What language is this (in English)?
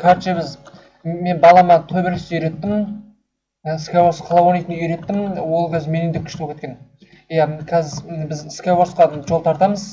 Kazakh